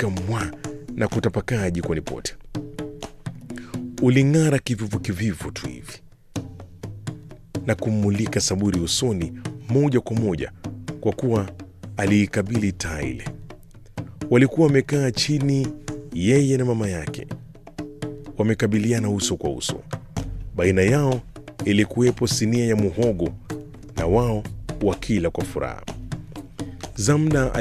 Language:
Swahili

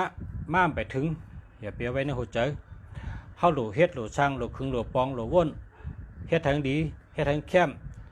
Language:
Shan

